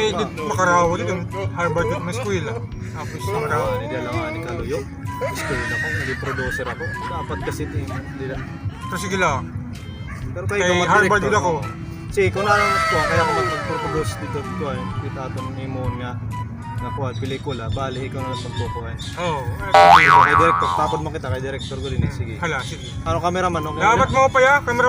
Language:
Waray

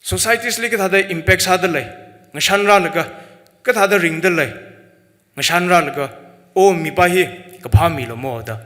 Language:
Tangkhul Naga (India)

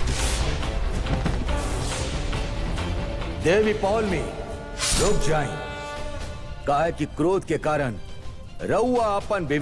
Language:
Bhojpuri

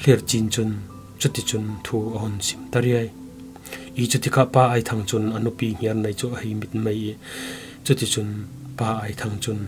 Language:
Falam Chin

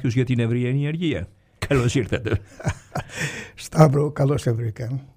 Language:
Greek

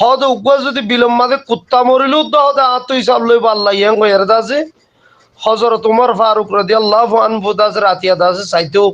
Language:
Rohingya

